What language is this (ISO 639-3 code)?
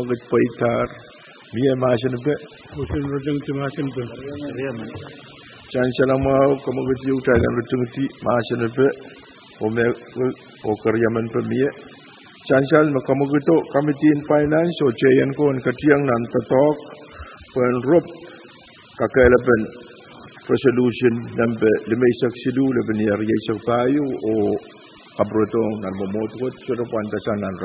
pon